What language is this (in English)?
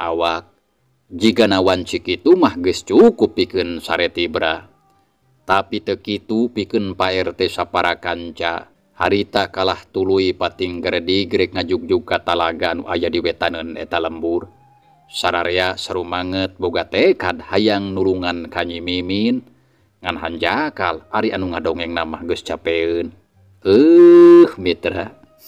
Sundanese